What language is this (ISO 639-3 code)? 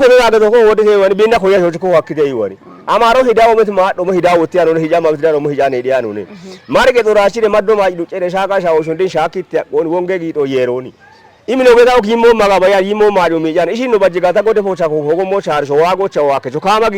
kbr